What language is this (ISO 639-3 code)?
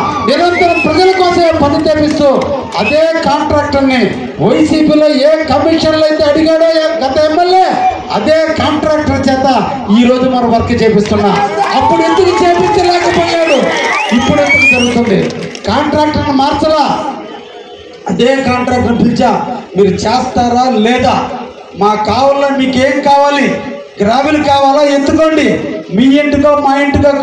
tel